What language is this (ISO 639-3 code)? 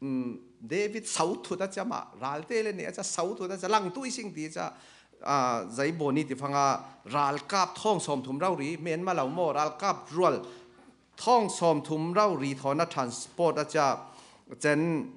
cfm